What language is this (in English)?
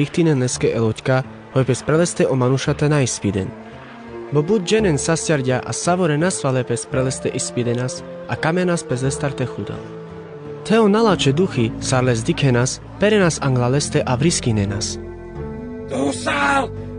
Carpathian Romani